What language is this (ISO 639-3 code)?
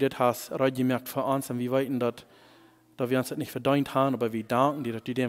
pdt